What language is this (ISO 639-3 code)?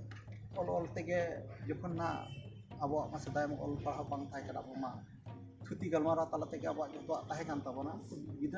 sat